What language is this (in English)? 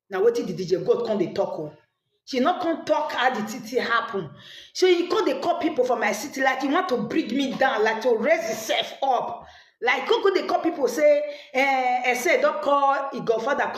Nigerian Pidgin